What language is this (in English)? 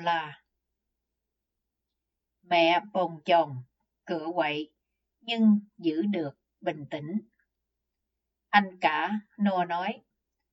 Vietnamese